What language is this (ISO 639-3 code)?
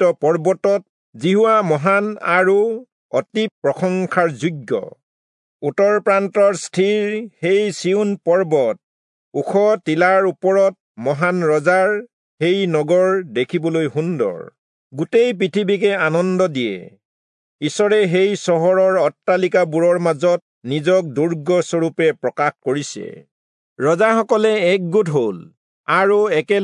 asm